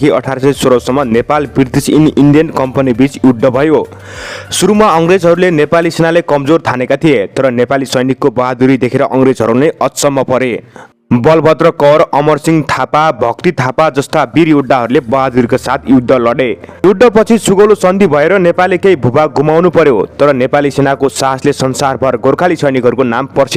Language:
Nepali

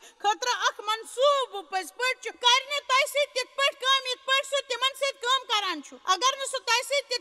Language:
Kashmiri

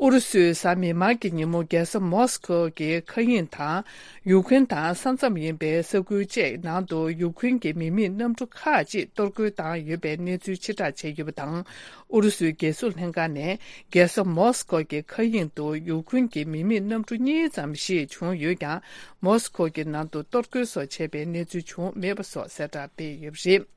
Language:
Tibetan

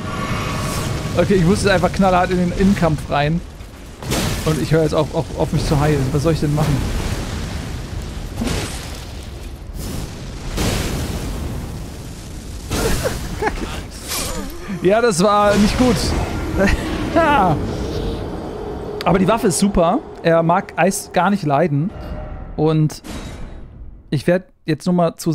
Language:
German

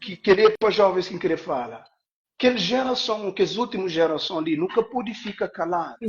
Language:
Kabuverdianu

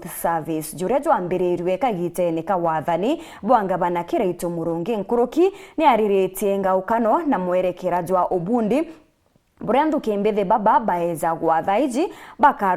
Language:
Meru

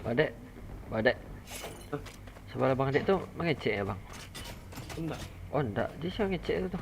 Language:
Minangkabau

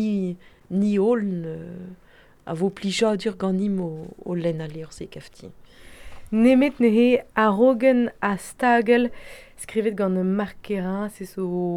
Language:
Breton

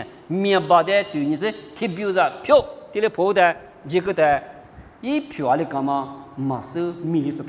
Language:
Lisu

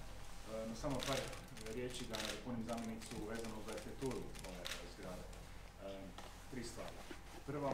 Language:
Croatian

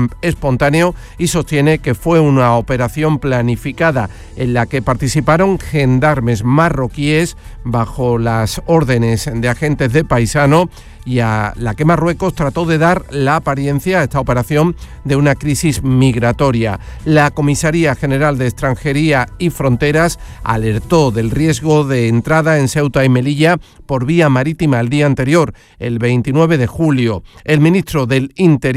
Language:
Spanish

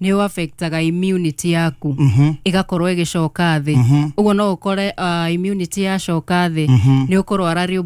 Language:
Kikuyu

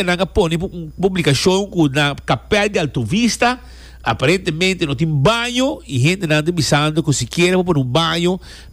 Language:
Papiamento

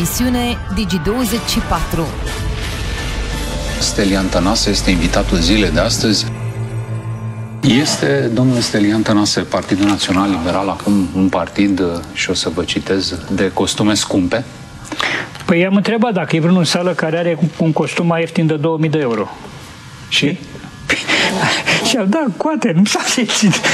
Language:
Romanian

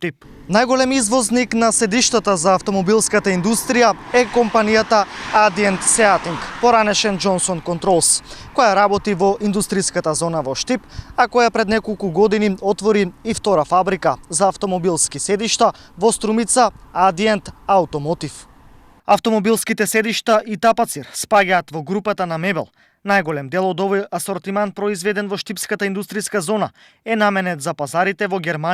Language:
Macedonian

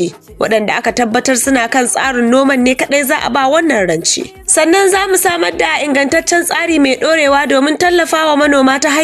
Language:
Hausa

